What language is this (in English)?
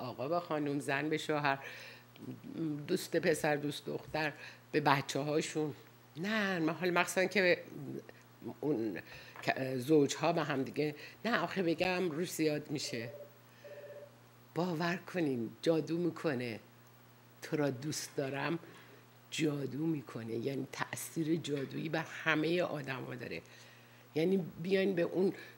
Persian